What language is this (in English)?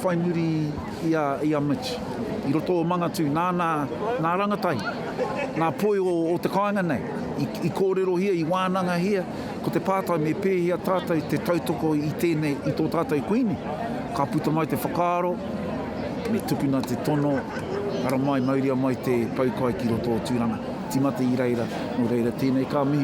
Māori